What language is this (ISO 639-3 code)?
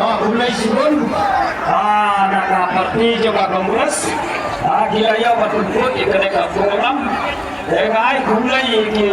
kha